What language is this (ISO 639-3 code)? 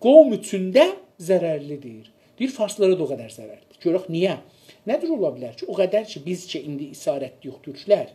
azb